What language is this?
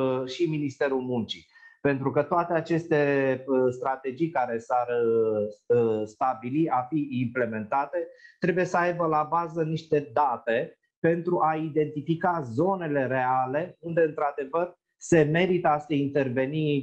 Romanian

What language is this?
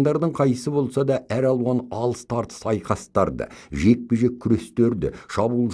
Kazakh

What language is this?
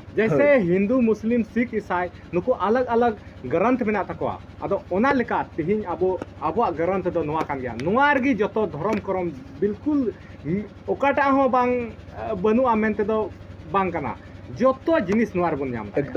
Santali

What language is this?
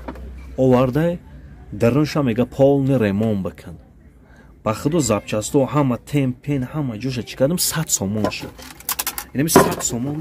Tajik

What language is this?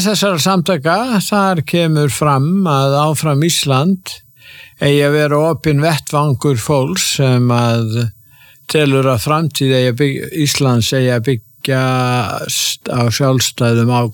Icelandic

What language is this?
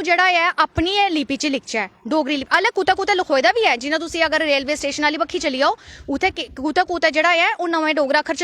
Dogri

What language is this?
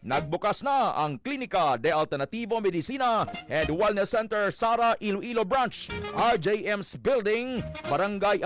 Hiligaynon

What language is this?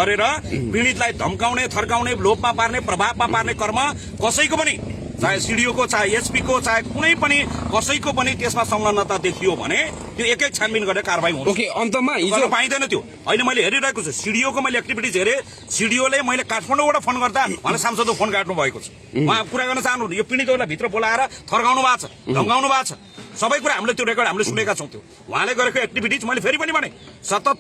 Nepali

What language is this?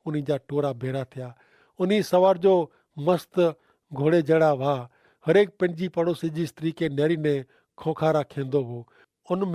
Kachhi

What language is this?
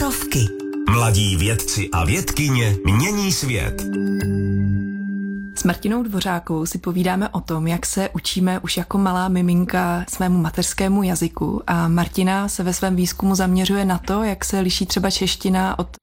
Czech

